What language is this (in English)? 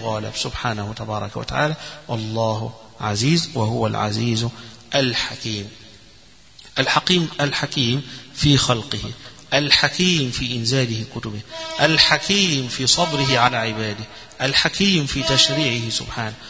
Arabic